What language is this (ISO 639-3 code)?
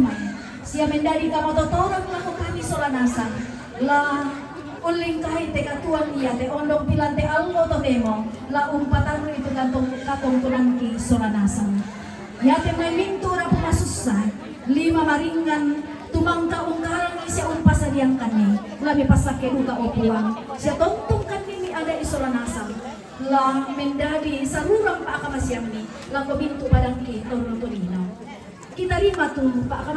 sda